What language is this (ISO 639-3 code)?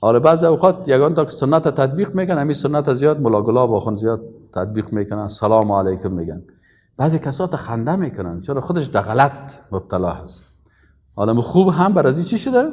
fas